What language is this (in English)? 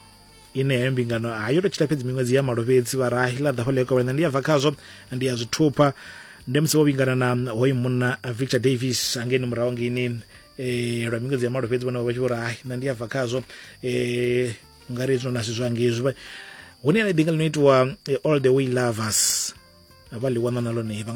Venda